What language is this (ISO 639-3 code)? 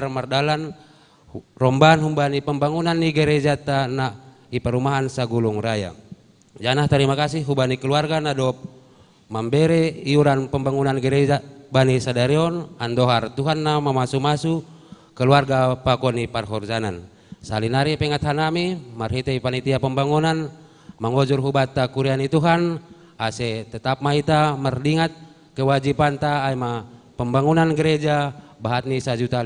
bts